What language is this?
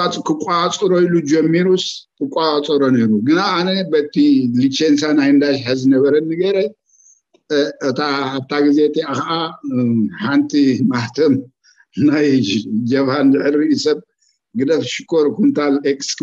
Tigrinya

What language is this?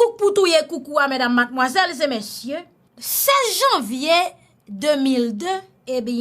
Haitian Creole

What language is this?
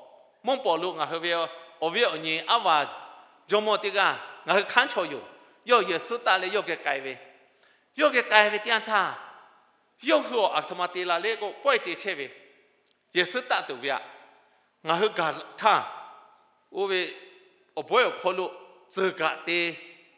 Lahu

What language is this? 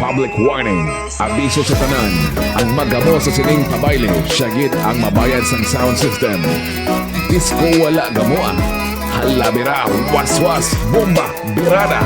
Hiligaynon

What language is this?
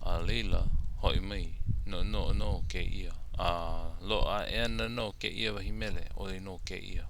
Hawaiian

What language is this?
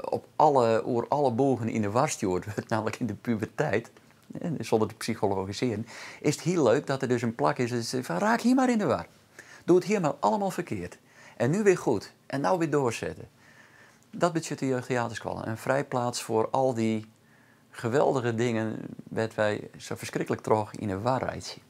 Western Frisian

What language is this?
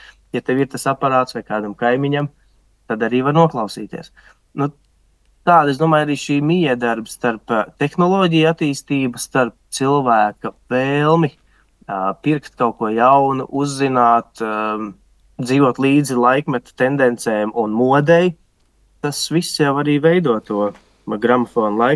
Latvian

